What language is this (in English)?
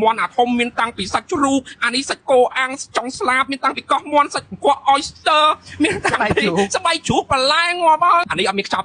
Khmer